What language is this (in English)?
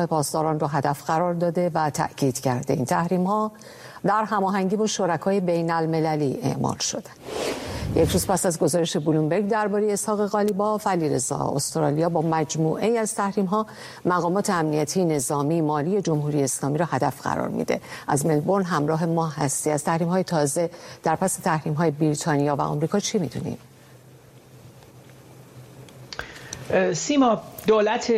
Persian